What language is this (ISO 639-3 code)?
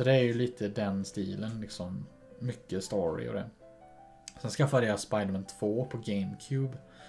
swe